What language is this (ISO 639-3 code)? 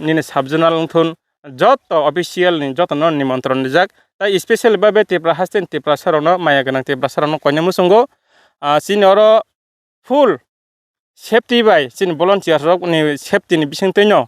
trp